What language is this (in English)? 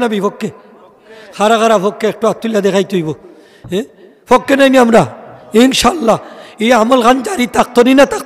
Sylheti